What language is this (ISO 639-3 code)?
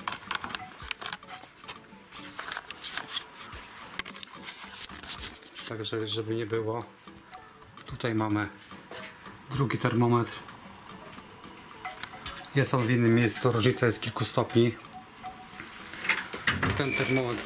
pol